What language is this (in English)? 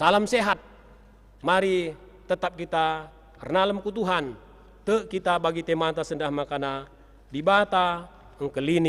Batak Karo